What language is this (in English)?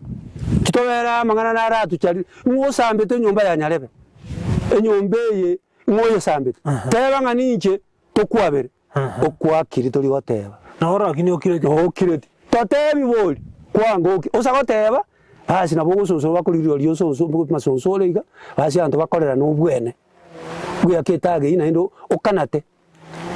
Gusii